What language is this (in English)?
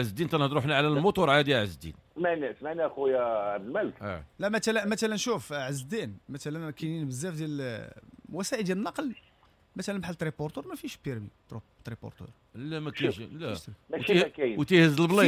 Moroccan Arabic